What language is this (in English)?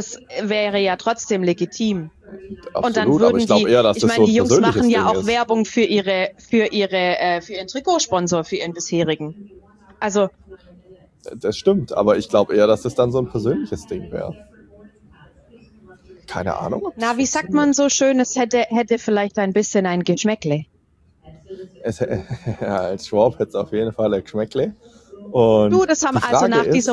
German